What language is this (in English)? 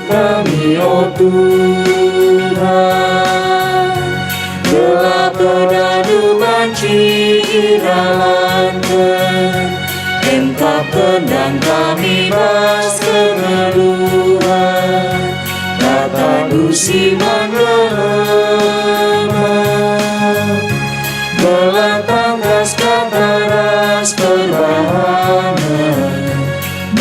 Batak Karo